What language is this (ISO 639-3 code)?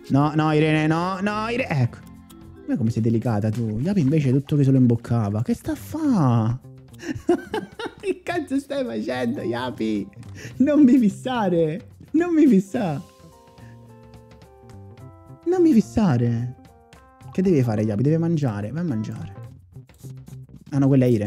ita